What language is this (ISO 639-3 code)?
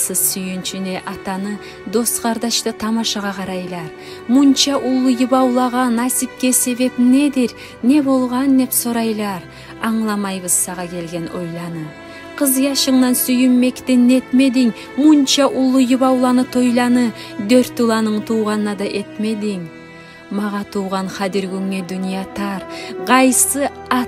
kum